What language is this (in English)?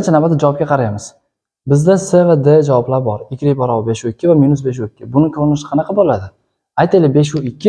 Uzbek